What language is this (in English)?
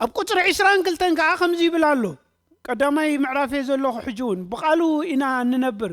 Tigrinya